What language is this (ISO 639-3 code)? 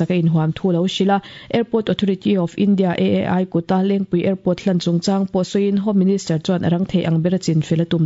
lus